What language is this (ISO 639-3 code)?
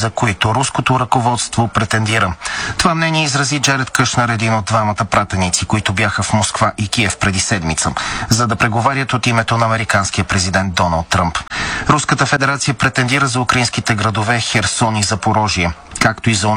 bul